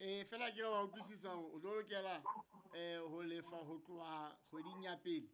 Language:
Southern Sotho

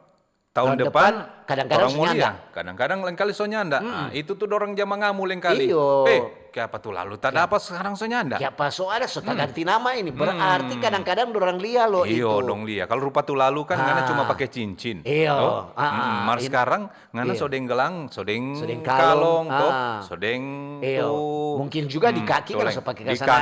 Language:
Manado Malay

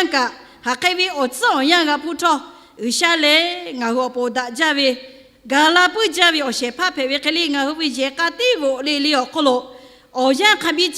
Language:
Lahu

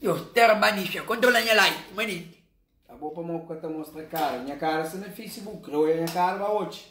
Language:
Kabuverdianu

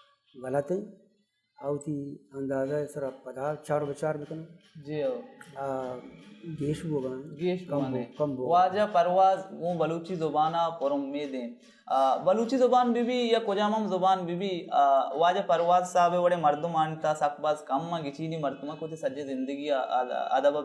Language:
Baluchi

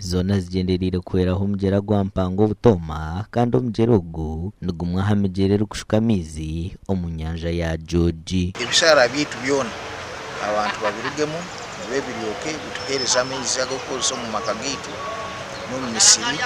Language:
Nyankole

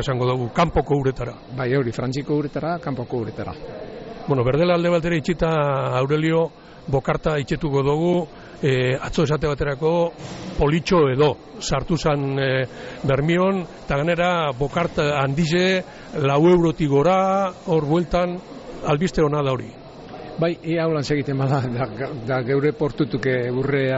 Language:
Basque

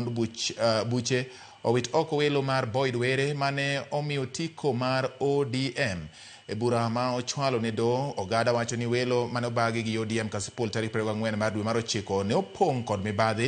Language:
Luo (Kenya and Tanzania)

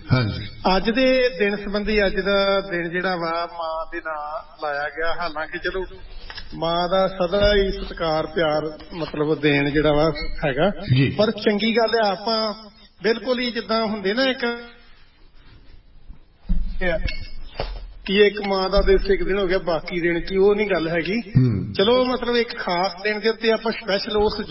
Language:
Punjabi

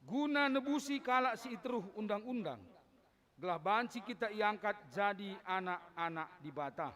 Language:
Batak Karo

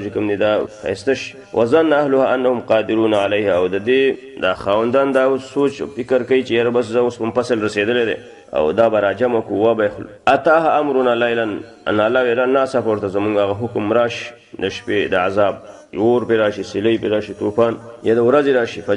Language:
Pashto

